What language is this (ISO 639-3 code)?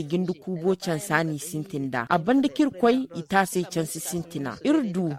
dje